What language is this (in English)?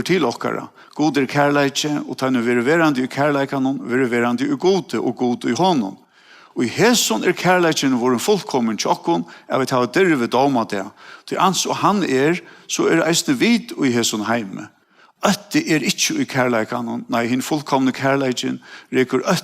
Faroese